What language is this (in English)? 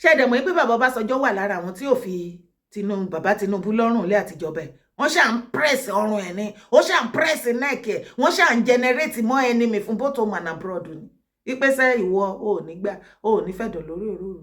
Yoruba